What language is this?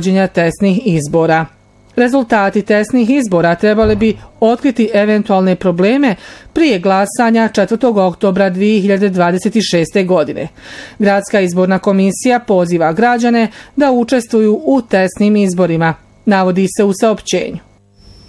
Bosnian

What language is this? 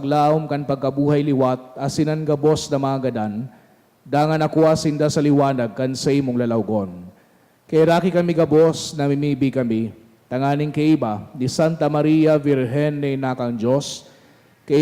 Bikol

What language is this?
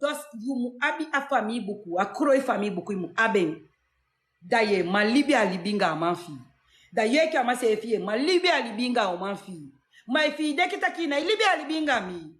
Sranan Tongo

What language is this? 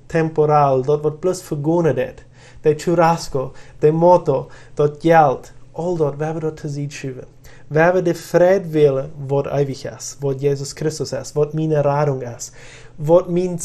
Plautdietsch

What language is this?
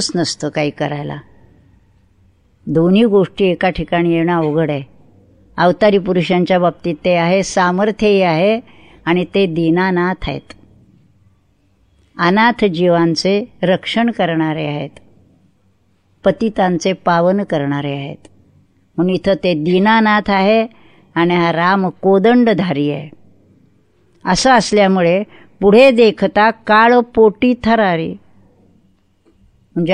Marathi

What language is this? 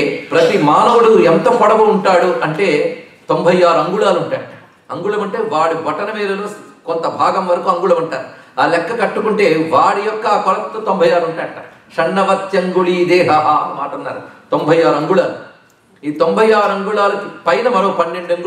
Telugu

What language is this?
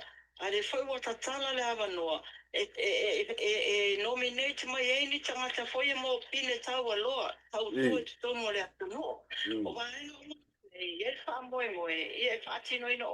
Samoan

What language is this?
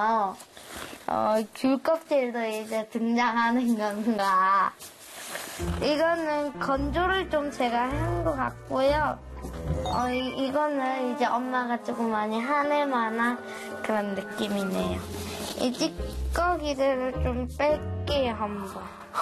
Korean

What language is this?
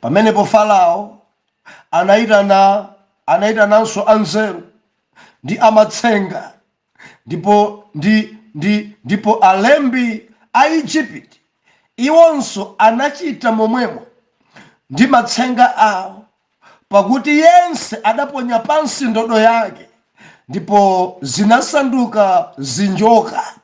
Nyanja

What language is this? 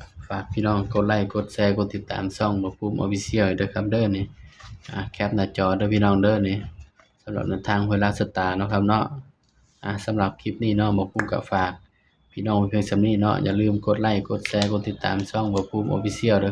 Northeastern Thai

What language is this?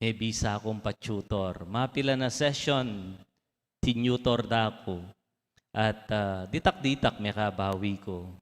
Pampanga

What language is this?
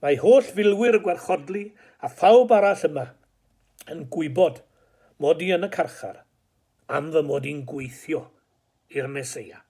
Welsh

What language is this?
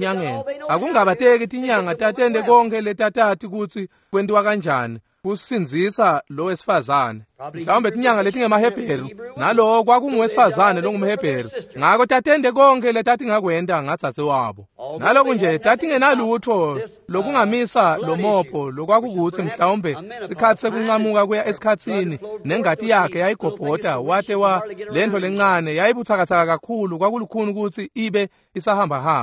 Swati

